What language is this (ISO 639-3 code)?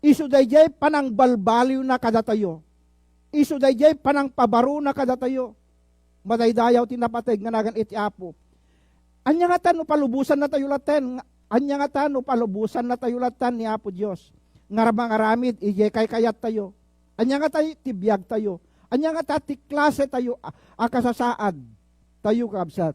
ilo